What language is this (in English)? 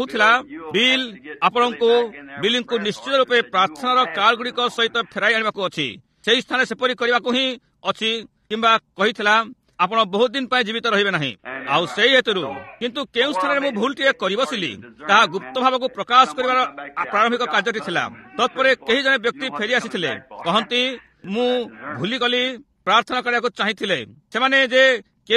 Odia